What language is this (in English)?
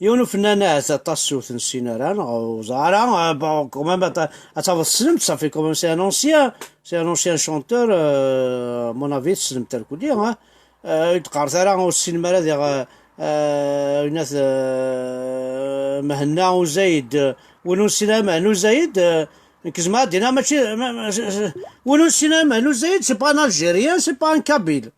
Kabyle